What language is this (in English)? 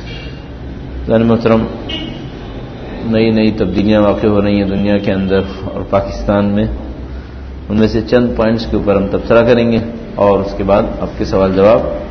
Urdu